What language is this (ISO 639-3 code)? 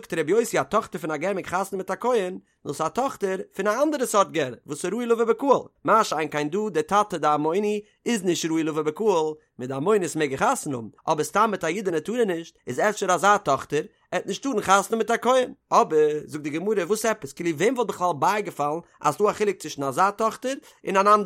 yid